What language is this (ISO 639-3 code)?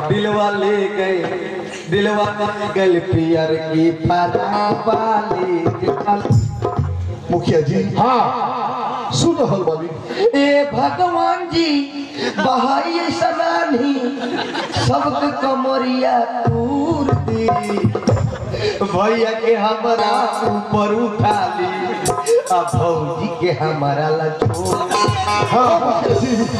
bho